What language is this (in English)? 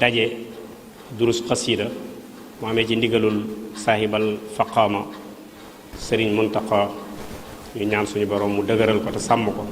Wolof